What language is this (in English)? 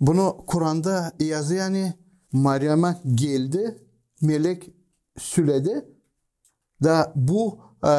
Gagauz